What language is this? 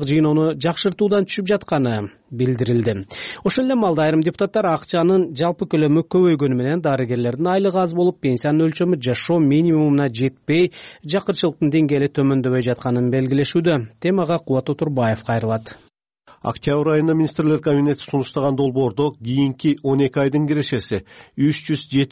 Kyrgyz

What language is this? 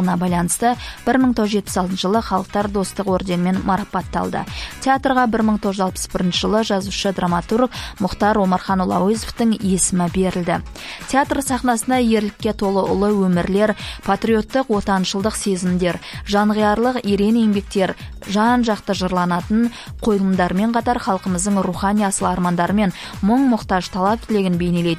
Kazakh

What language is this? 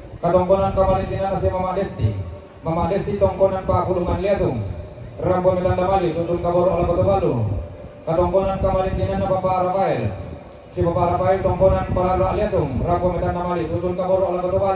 Toraja-Sa'dan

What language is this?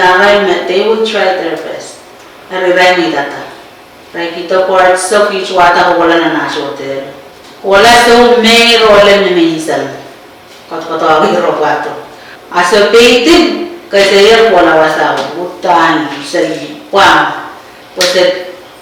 Pohnpeian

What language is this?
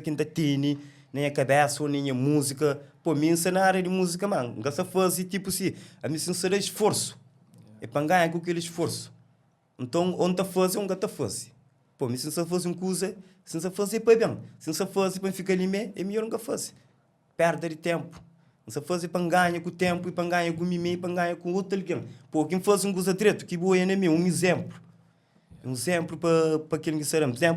Kabuverdianu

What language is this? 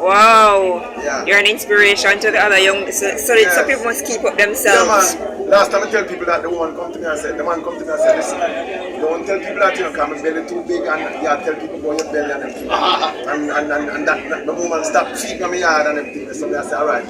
Jamaican Creole English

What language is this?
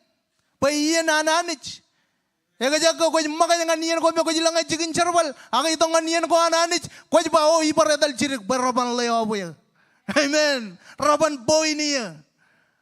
Marshallese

